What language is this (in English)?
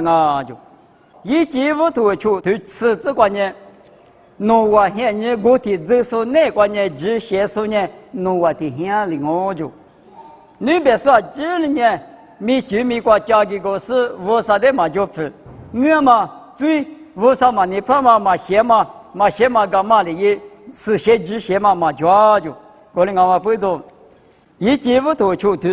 Lisu